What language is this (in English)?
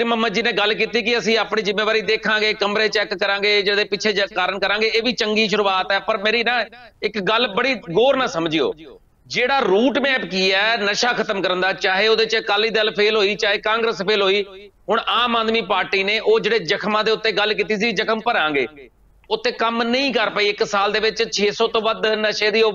Punjabi